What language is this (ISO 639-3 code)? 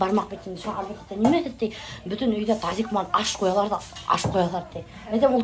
bak